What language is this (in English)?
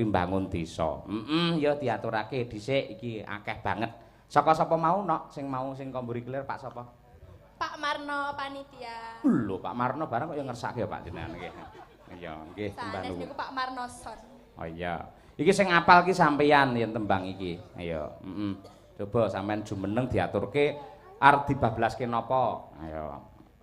Javanese